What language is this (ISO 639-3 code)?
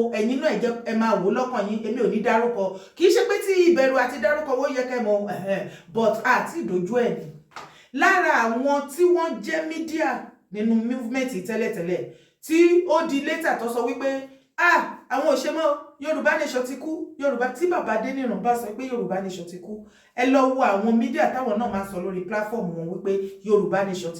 yor